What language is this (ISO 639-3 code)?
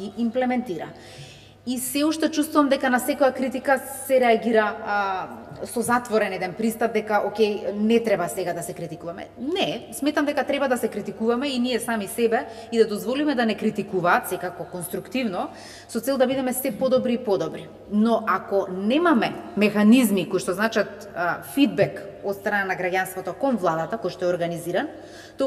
mkd